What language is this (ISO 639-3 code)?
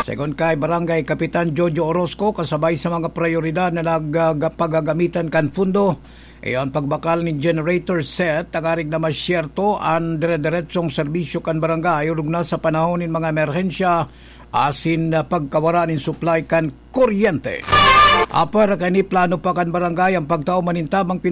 bik